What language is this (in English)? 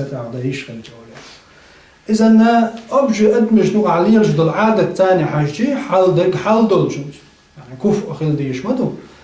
Chechen